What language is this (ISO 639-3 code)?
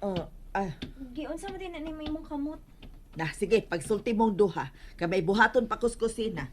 ceb